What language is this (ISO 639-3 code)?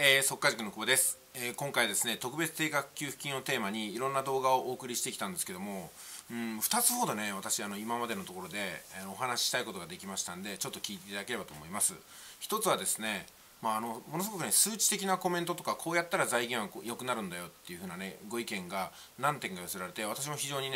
jpn